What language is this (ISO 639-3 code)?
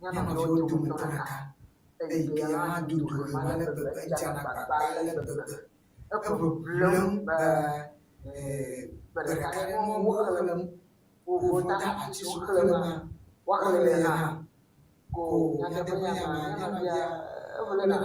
ewe